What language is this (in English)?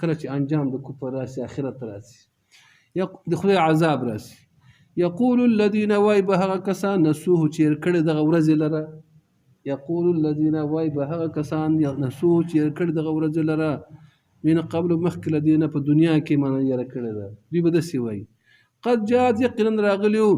Pashto